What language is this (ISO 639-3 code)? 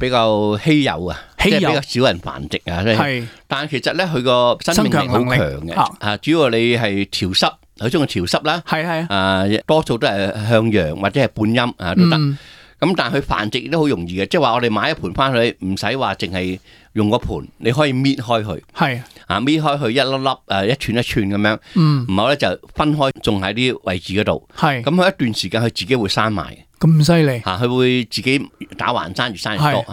yue